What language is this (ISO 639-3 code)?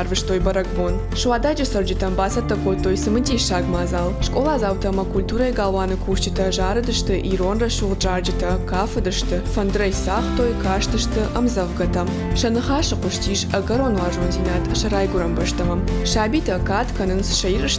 oss